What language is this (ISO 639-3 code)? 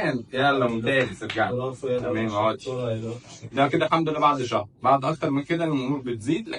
arz